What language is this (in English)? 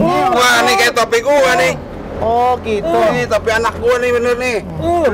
Betawi